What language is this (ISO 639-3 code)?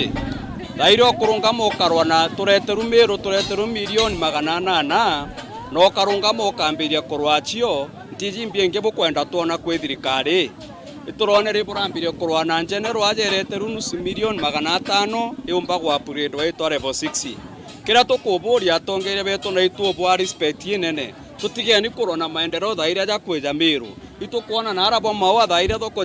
mer